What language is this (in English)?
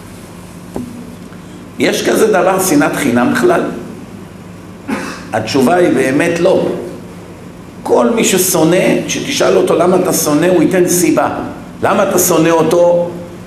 Hebrew